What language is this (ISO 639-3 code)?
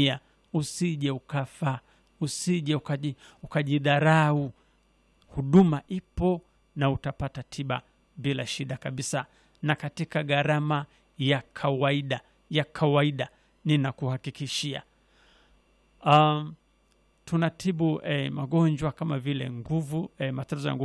swa